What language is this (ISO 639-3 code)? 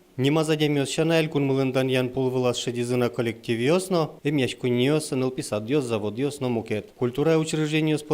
udm